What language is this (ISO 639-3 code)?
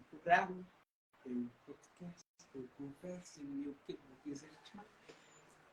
kea